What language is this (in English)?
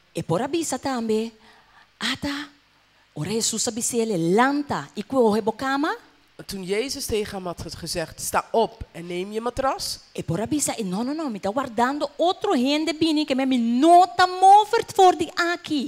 Papiamento